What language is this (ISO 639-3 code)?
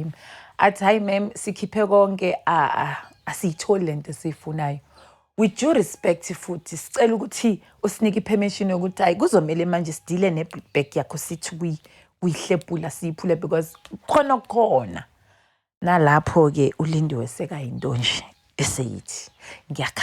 zul